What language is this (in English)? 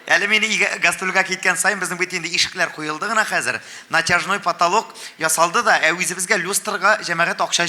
Tatar